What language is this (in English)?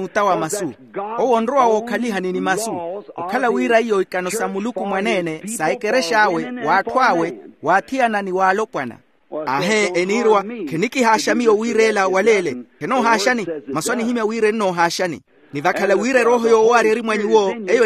Makhuwa